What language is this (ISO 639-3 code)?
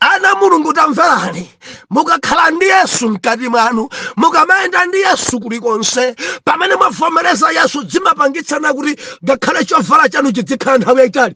nya